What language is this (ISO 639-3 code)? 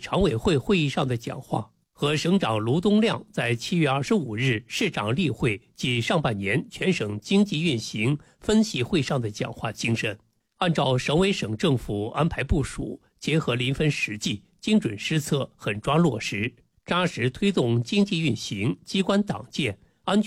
zho